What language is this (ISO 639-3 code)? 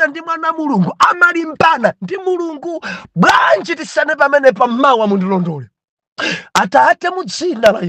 nya